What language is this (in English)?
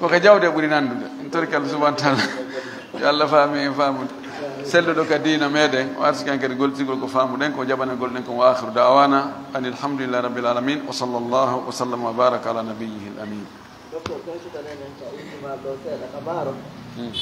Fula